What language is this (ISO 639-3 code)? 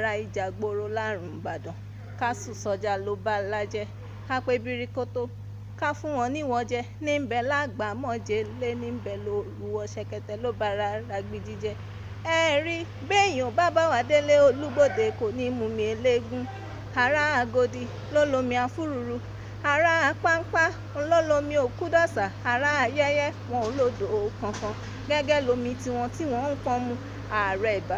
yor